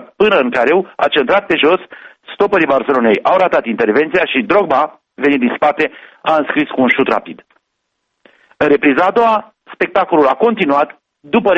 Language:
Romanian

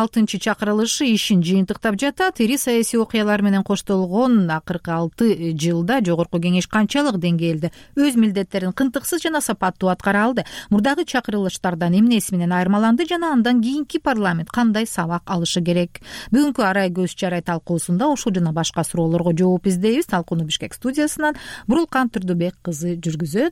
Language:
Kyrgyz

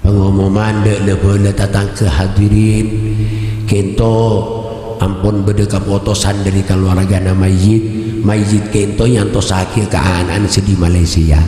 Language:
Madurese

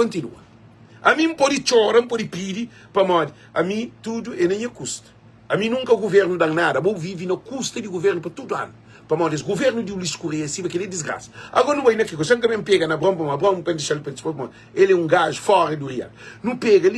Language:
Kabuverdianu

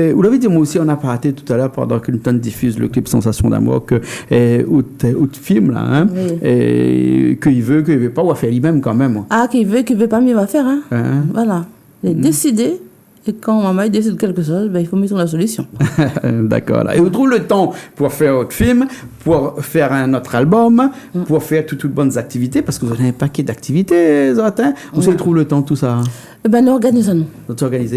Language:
Réunion Creole French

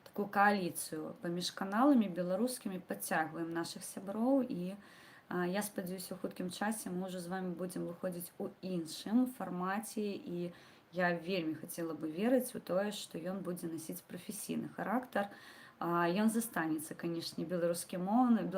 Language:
Belarusian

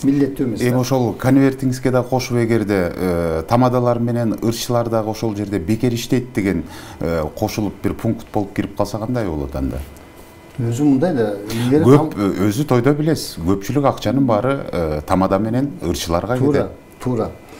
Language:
Kyrgyz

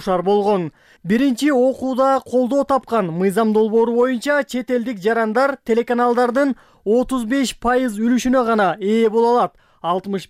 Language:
Kyrgyz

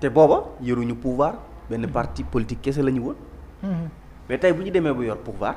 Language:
Wolof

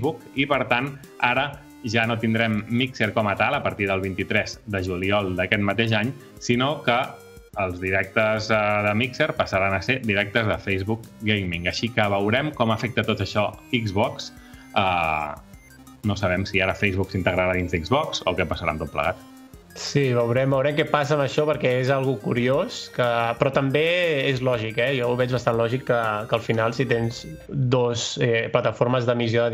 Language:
Catalan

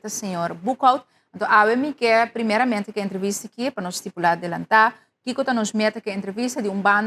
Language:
Papiamento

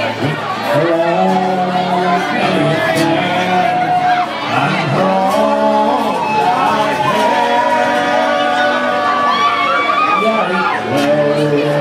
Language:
English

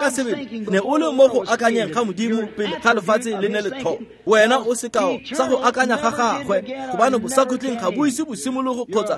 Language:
Tswana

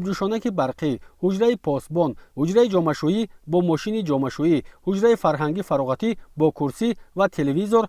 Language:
Tajik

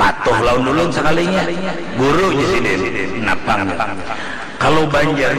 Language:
Banjar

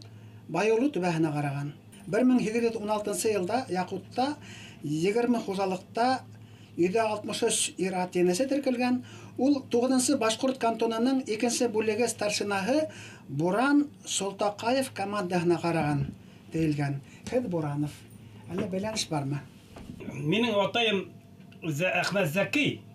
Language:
Bashkir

